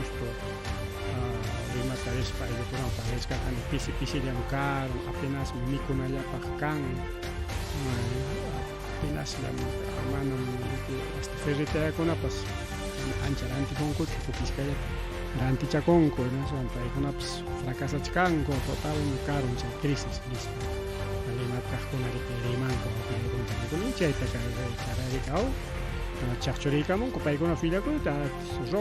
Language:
Ayacucho Quechua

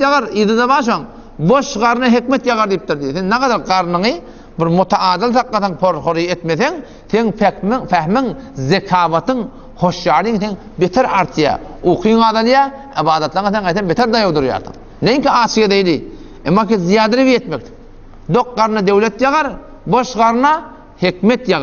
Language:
Turkmen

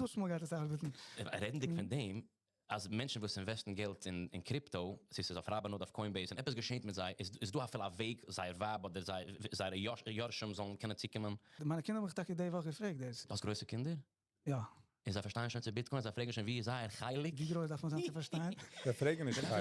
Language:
Yiddish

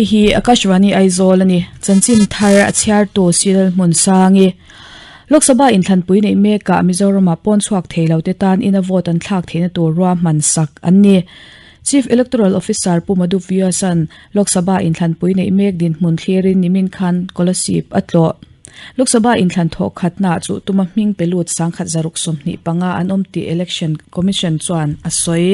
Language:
Mizo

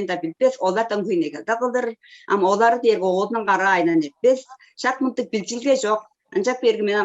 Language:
Tuvinian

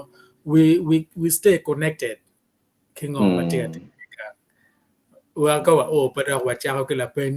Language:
Acoli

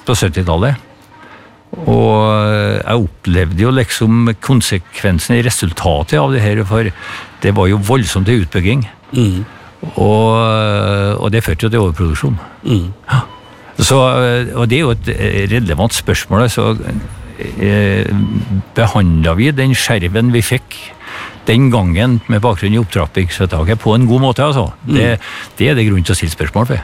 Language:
Norwegian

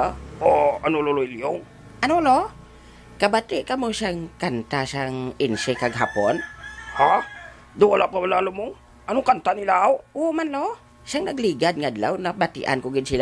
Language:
Hiligaynon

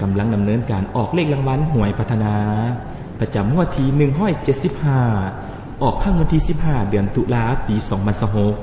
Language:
Lao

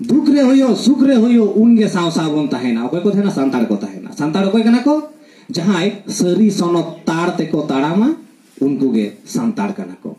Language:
Santali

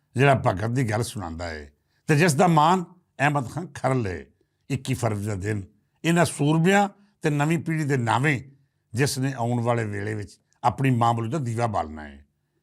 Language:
Western Panjabi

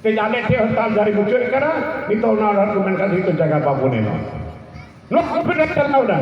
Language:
Santali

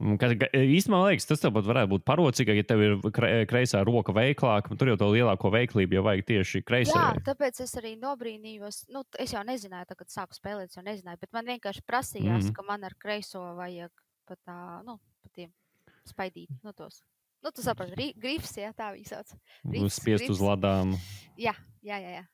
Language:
Latvian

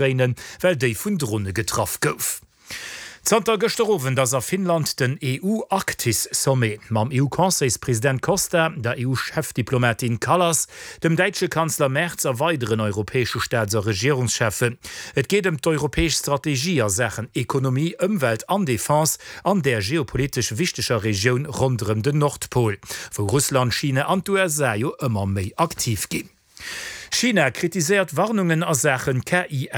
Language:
Luxembourgish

